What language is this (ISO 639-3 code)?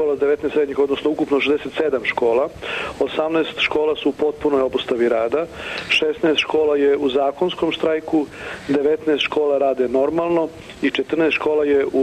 srp